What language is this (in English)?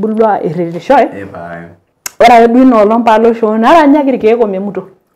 Masai